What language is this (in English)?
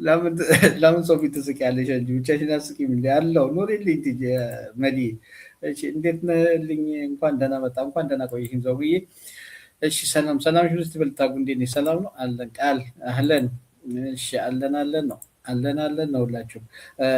Amharic